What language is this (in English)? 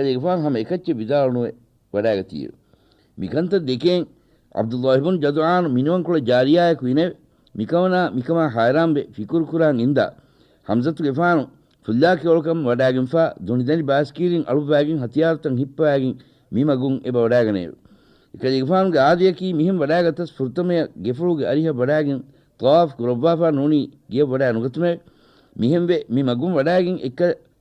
Divehi